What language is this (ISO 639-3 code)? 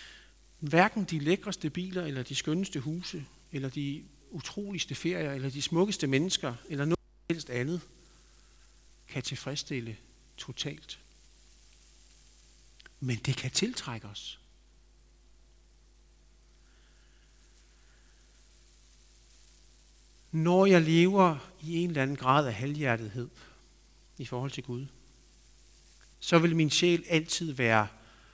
dan